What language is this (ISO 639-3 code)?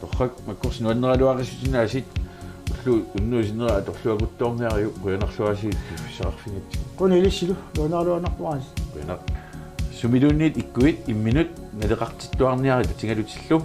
kal